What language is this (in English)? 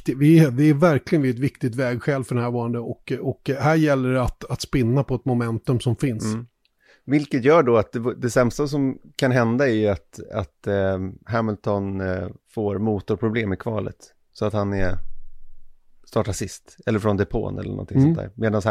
Swedish